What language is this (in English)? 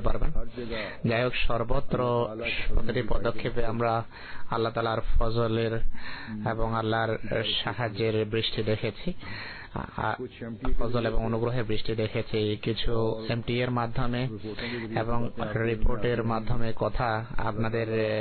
Bangla